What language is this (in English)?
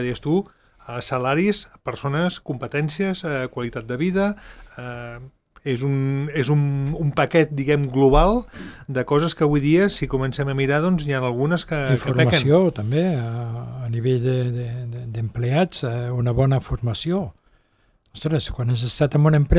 Catalan